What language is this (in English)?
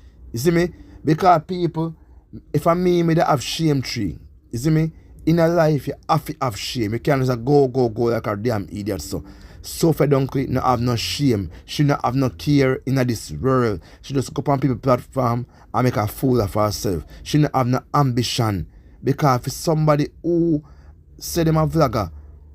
Jamaican Creole English